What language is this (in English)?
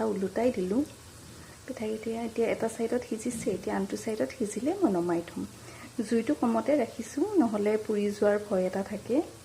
Assamese